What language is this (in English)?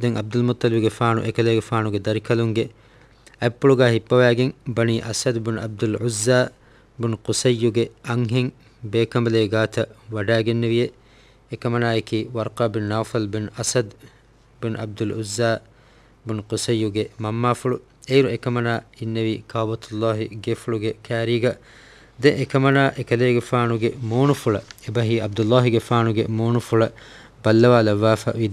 Divehi